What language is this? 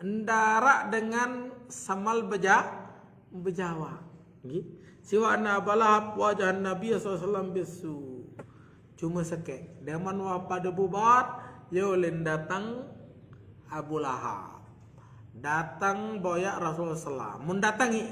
Sasak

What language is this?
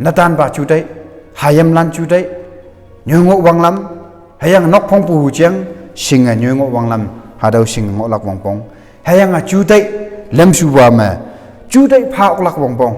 Konyak Naga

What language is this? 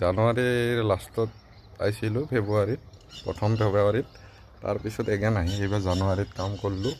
Assamese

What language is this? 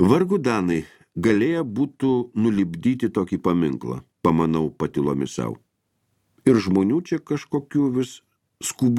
Lithuanian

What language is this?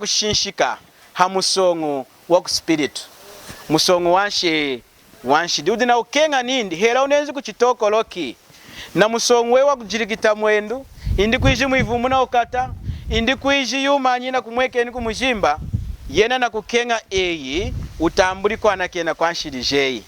Lunda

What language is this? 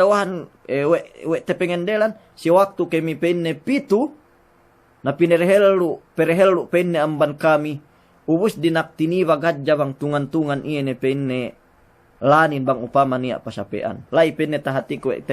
Yakan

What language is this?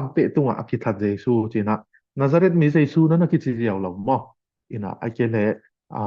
Tedim Chin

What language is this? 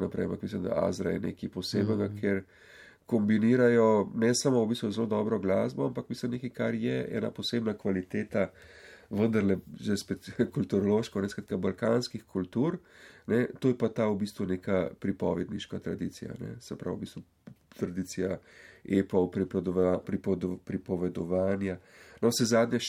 Slovenian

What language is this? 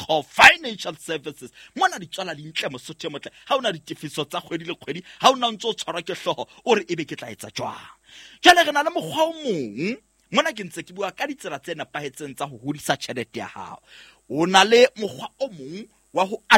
Southern Sotho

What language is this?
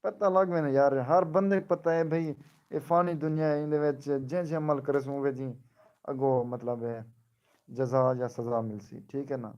Saraiki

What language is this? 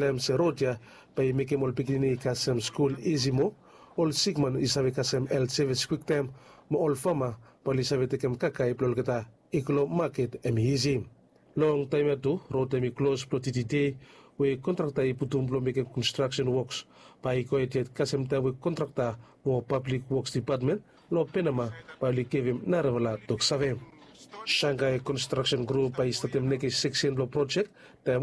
Bislama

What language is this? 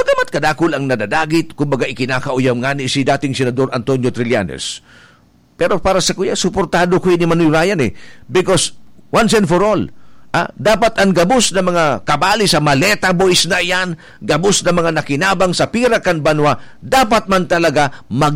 Bikol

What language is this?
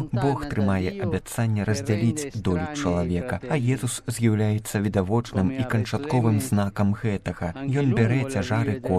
Belarusian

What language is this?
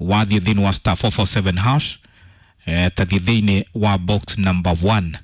Kikuyu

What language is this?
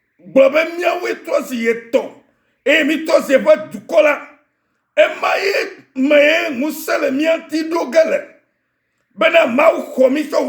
Ewe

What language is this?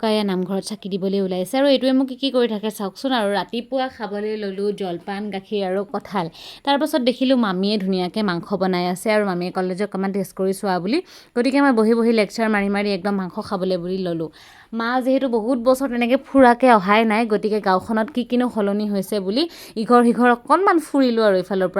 Assamese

